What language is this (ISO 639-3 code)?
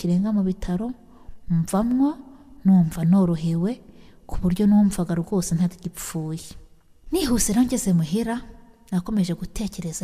kin